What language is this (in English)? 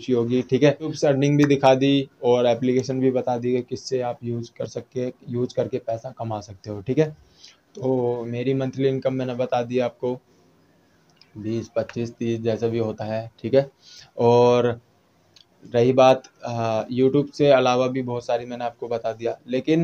Hindi